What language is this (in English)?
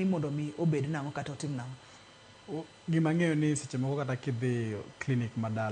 Luo (Kenya and Tanzania)